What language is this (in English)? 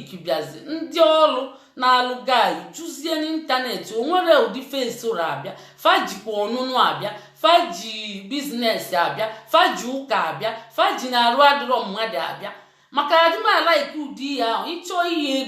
Igbo